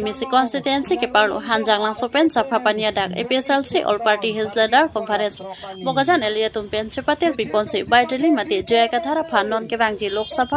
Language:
Karbi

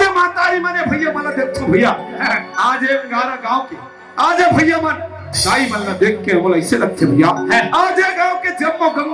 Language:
Chhattisgarhi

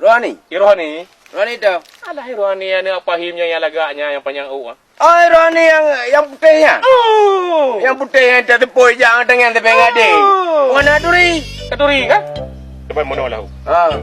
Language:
Achinese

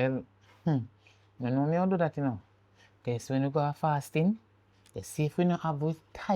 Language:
Jamaican Creole English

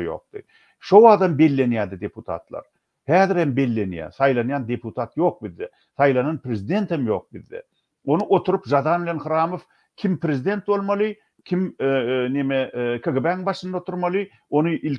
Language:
Turkmen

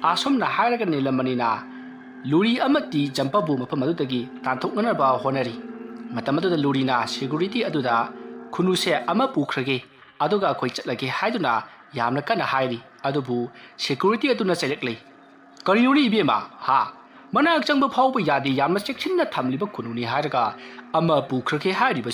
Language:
Manipuri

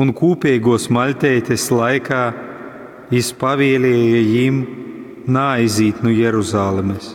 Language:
Latgalian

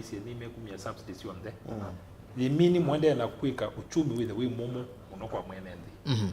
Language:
Kamba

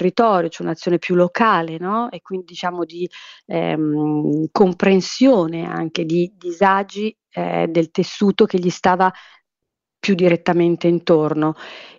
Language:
Italian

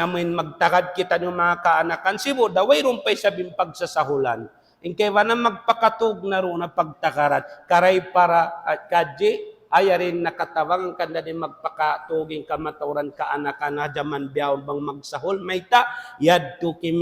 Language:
Tausug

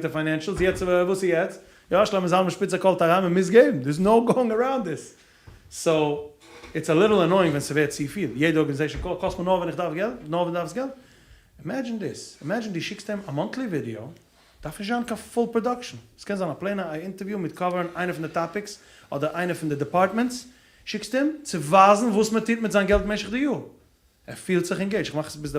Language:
Yiddish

